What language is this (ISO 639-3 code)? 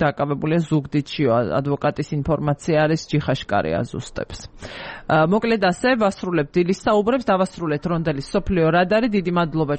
kat